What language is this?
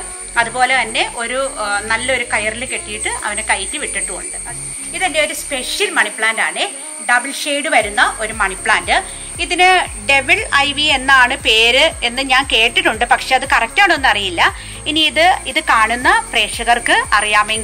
Malayalam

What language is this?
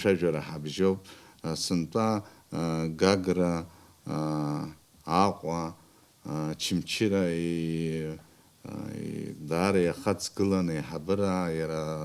Abkhazian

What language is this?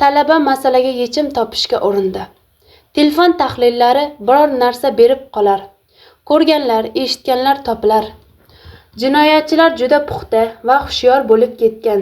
Uzbek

